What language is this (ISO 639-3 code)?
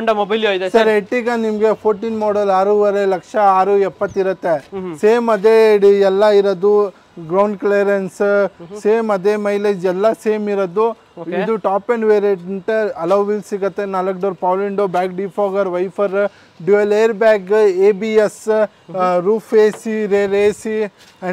kan